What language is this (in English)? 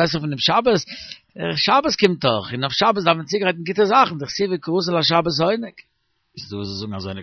Yiddish